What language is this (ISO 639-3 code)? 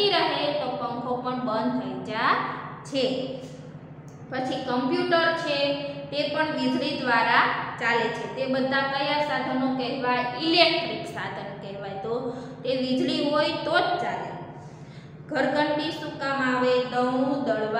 guj